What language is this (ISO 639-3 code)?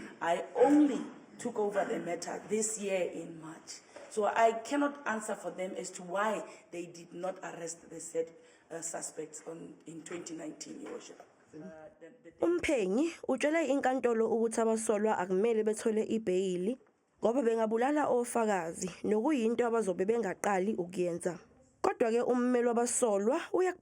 zul